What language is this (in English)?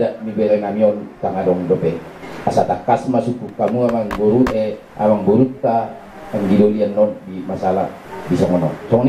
Batak Toba